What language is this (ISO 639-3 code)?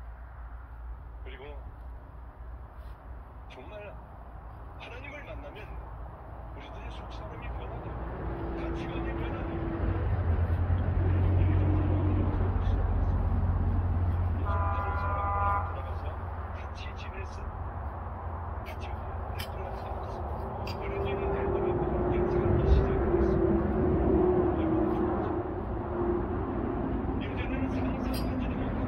kor